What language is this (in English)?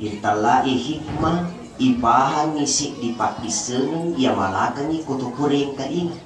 Buginese